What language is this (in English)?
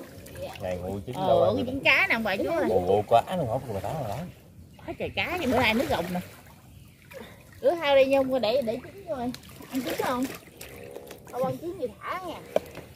Vietnamese